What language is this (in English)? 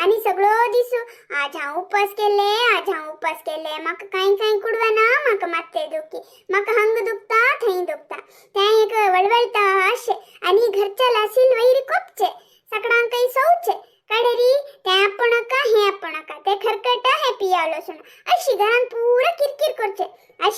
Konkani